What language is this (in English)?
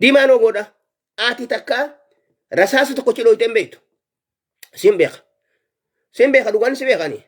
Oromo